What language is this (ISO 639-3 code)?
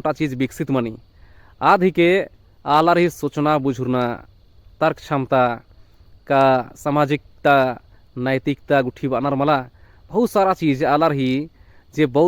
kru